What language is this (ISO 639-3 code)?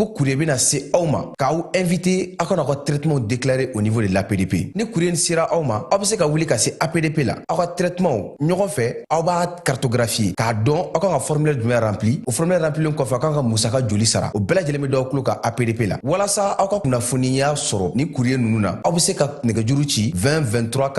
bam